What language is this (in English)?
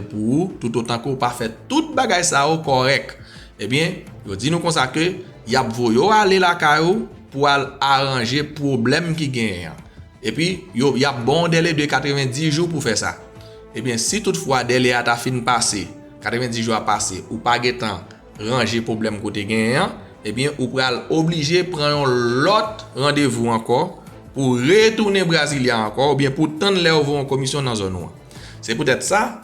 Haitian Creole